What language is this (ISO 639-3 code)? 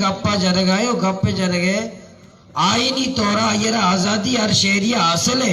bal